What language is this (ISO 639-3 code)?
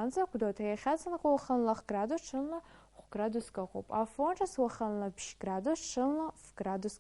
abk